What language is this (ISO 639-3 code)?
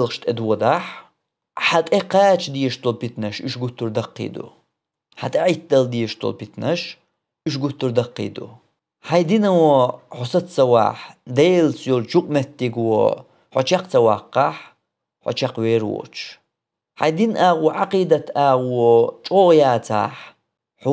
che